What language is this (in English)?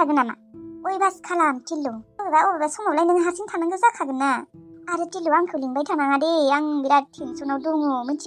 Bodo